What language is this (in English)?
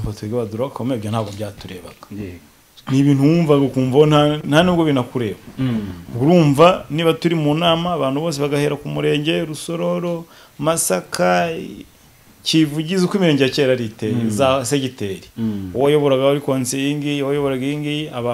Kinyarwanda